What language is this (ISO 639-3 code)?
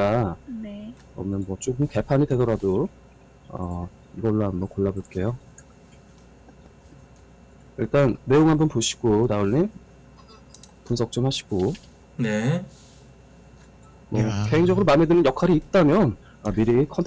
kor